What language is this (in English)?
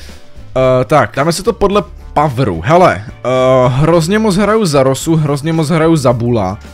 Czech